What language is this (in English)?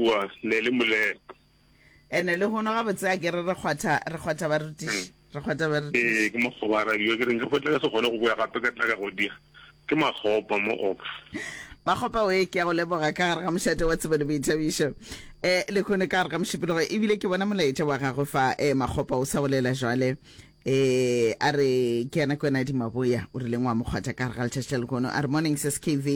Northern Sotho